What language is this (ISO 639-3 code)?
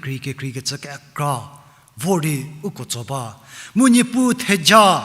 njm